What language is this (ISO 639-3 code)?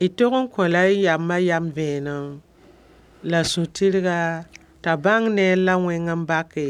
mos